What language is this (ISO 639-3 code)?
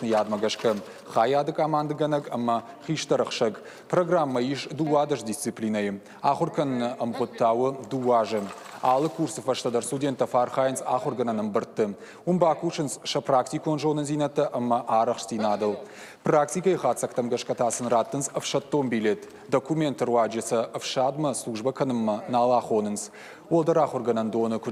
oss